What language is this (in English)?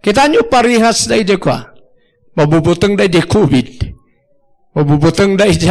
Iloko